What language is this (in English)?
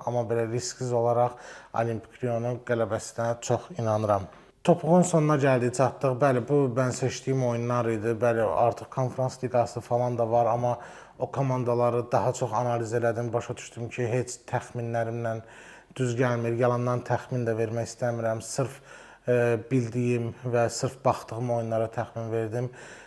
Azerbaijani